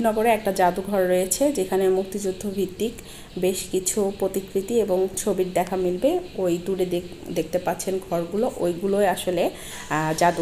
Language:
Bangla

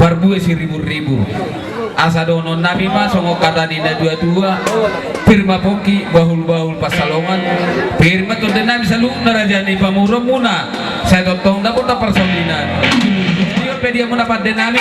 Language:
Batak Toba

